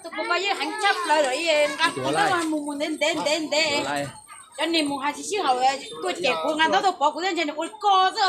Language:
Hmong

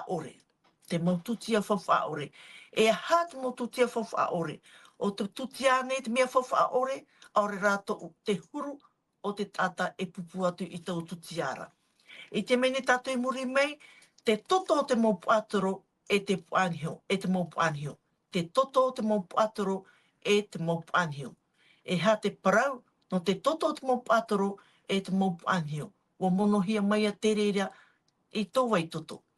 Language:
Tahitian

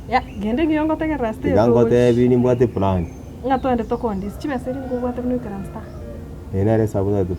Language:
Gusii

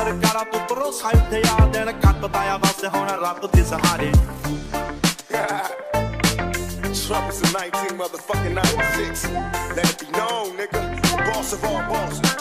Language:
Punjabi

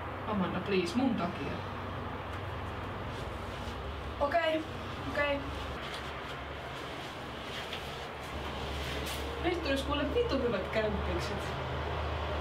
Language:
Finnish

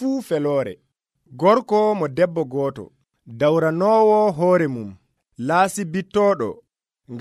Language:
Nigerian Fulfulde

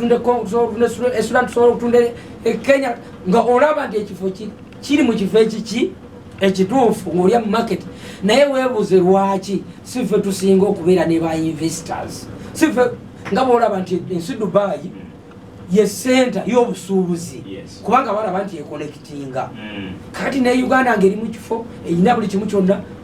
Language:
Ganda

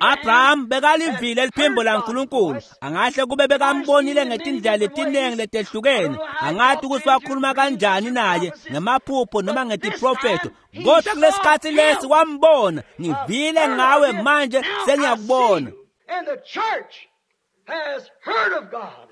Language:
Swati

